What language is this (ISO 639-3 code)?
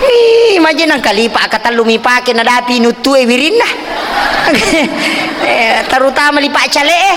bug